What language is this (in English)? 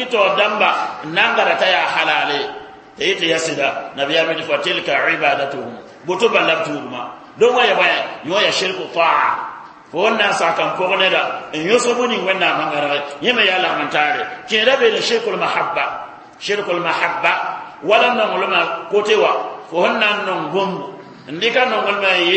Mossi